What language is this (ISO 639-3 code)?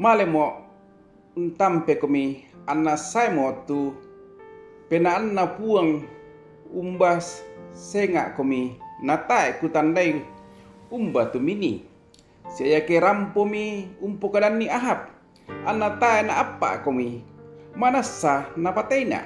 sda